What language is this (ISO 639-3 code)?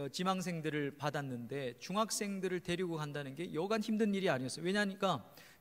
kor